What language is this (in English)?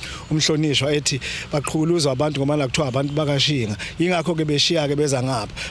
Zulu